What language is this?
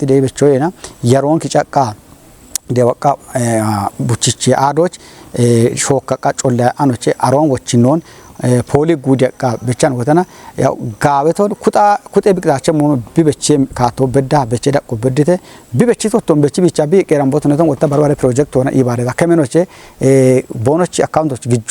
Kafa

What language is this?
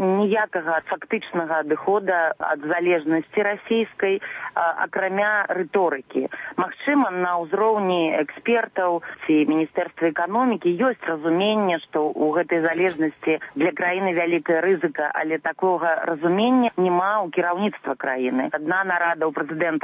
Belarusian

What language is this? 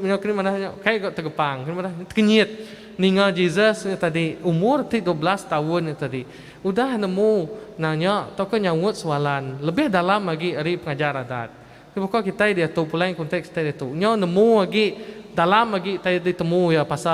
Iban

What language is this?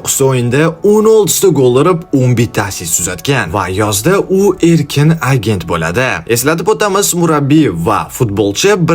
Uzbek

